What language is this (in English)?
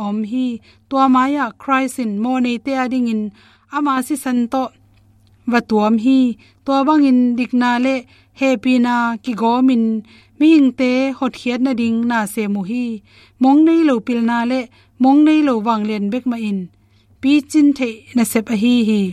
Tedim Chin